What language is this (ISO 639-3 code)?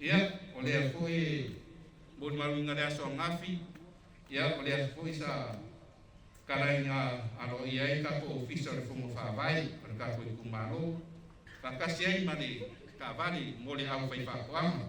smo